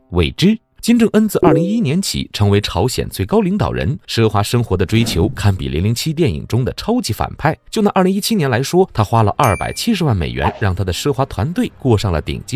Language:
Chinese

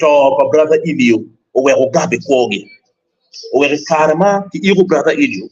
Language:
Acoli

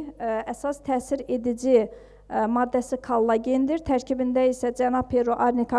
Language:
Azerbaijani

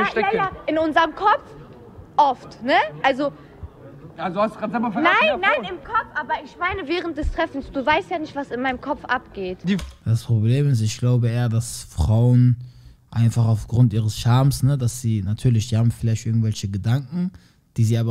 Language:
German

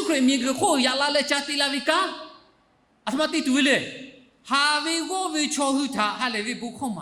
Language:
Lahu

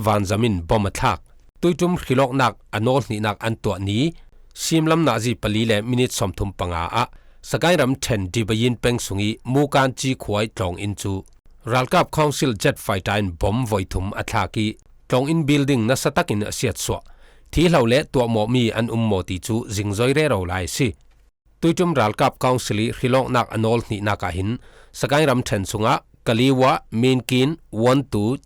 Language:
Falam Chin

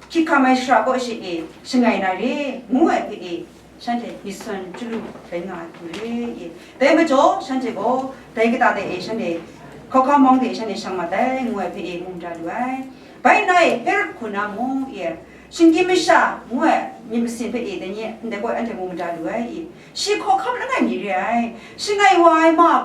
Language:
Kachin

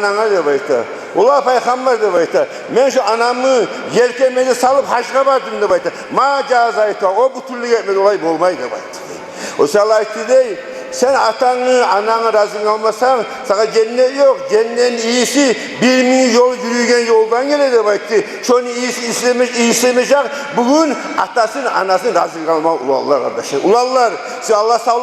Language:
Kumyk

